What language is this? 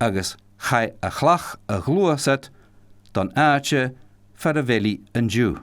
Scottish Gaelic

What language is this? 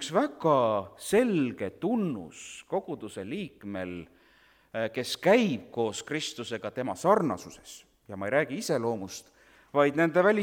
Estonian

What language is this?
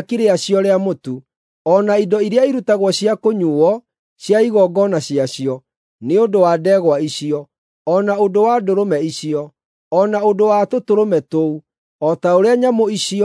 Kikuyu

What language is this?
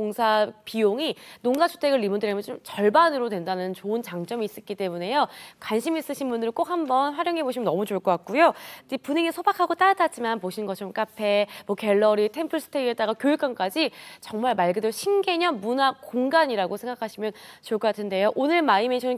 Korean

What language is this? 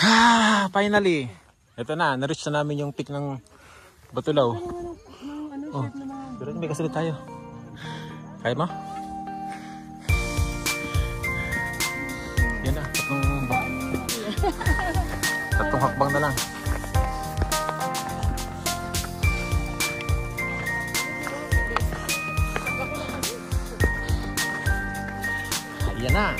Filipino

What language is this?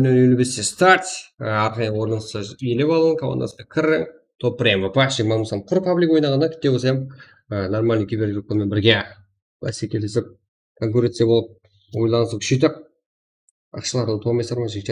Kara-Kalpak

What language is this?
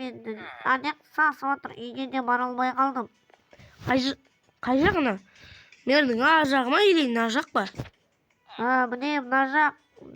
Kazakh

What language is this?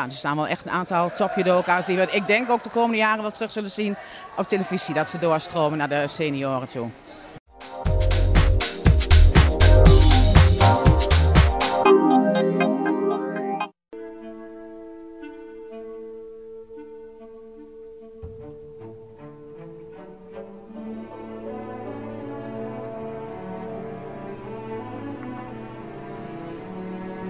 Dutch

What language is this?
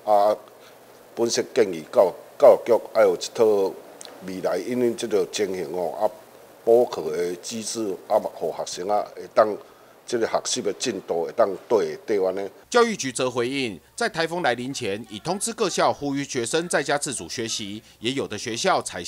Chinese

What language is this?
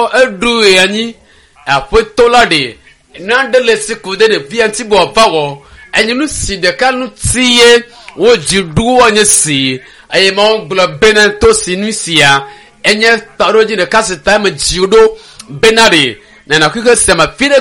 Ewe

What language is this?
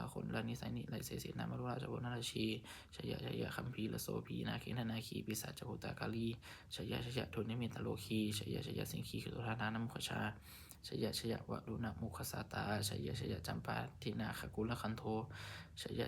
Pali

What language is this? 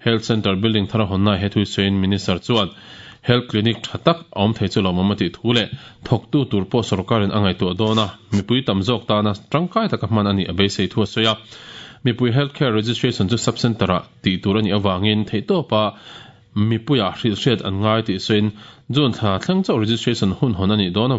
Mizo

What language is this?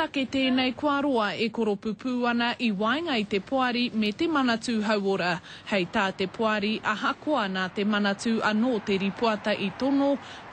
Māori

